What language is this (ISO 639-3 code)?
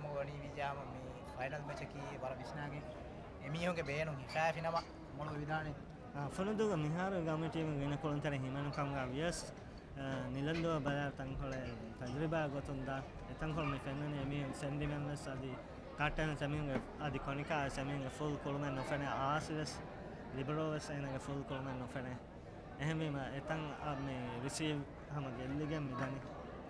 div